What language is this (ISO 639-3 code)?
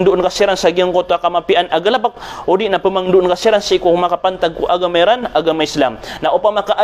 mrw